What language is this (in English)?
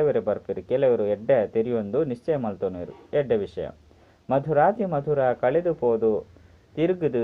Tulu